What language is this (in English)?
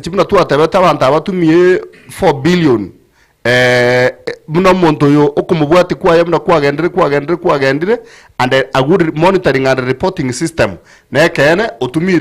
Gusii